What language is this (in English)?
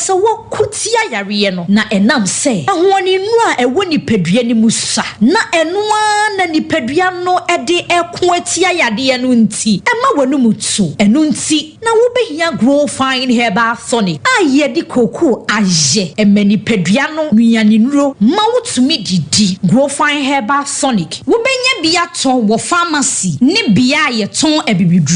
Akan